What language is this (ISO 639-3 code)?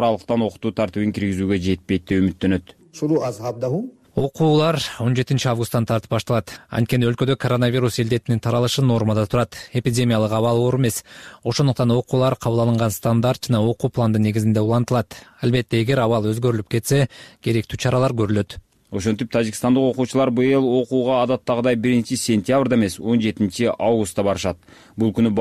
kir